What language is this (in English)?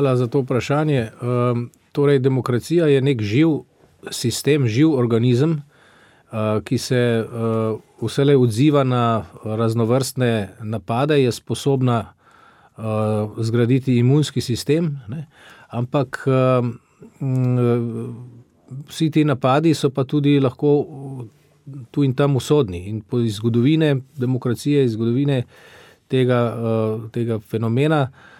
Slovenian